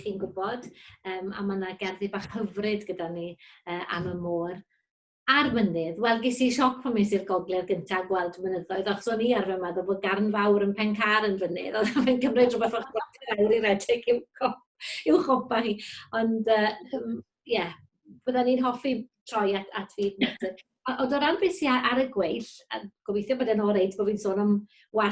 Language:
Welsh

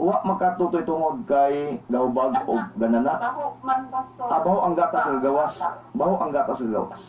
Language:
Cebuano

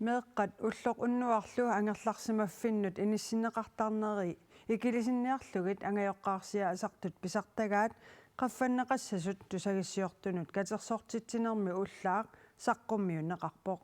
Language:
Kalaallisut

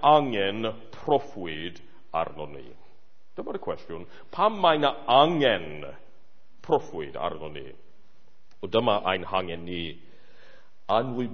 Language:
Welsh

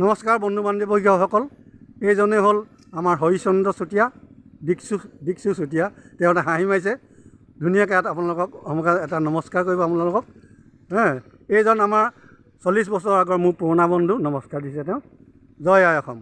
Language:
Assamese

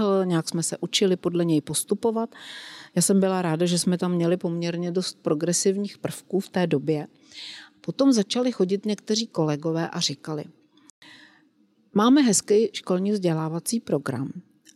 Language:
Czech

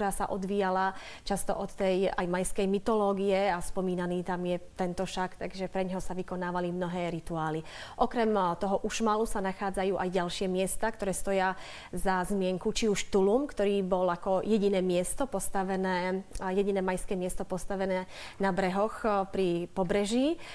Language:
Slovak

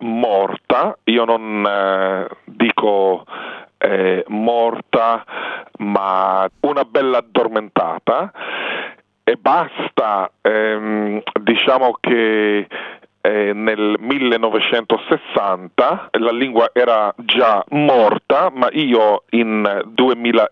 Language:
Italian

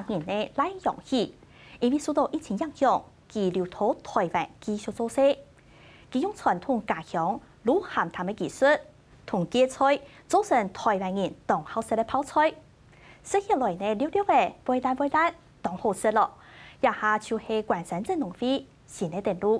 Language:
Hakka Chinese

